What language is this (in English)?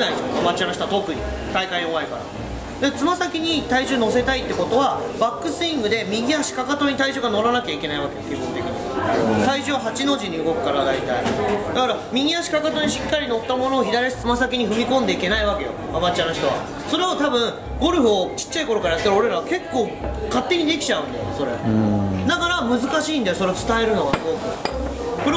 Japanese